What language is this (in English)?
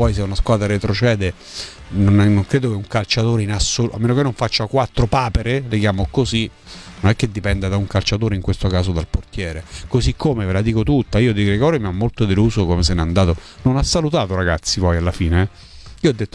Italian